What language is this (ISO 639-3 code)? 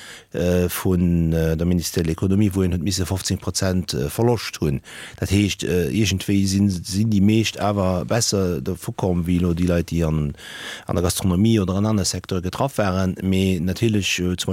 ltz